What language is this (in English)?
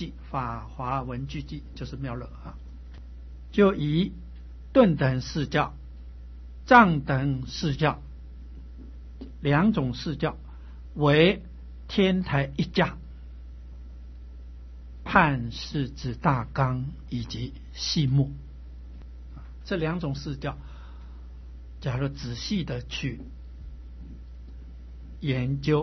Chinese